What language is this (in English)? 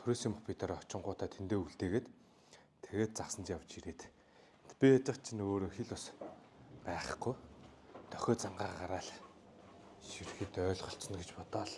Mongolian